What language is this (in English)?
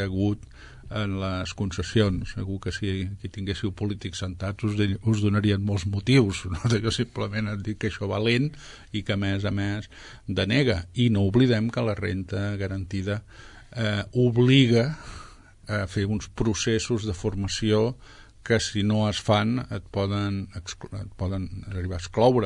Catalan